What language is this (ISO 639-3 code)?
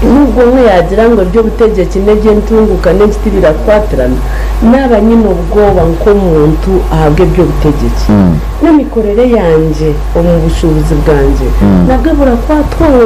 nyn